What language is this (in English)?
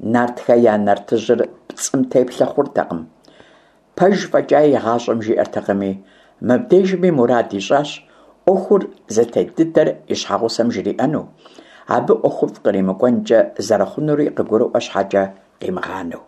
Kabardian